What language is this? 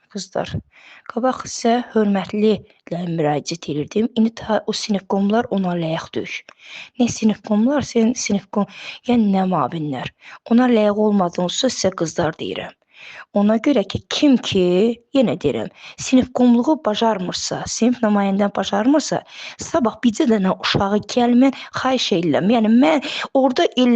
Azerbaijani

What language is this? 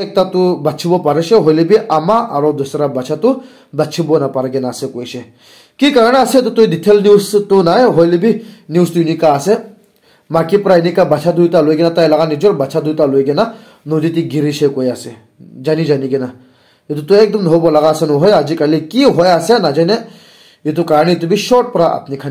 Naga Pidgin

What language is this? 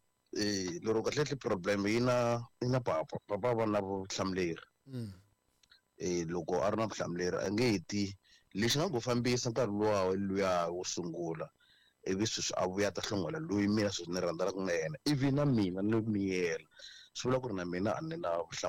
Tsonga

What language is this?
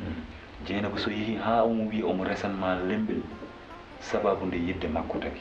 Fula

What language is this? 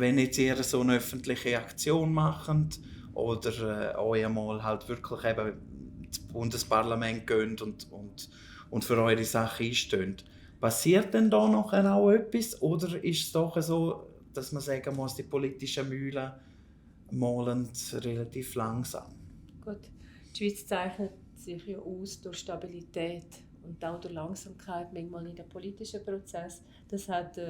Swiss German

